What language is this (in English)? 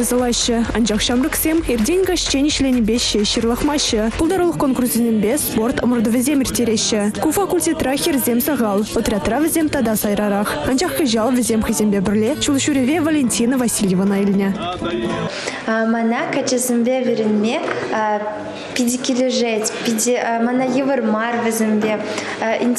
Chuvash